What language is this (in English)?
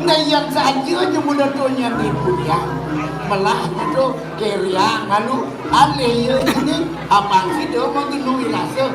Balinese